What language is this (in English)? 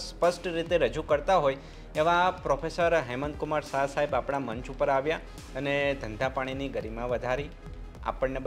Gujarati